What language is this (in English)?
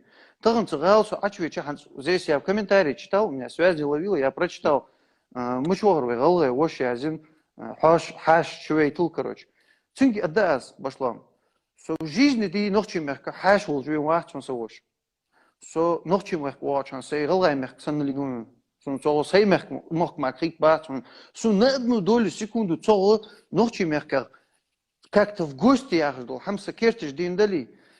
Chechen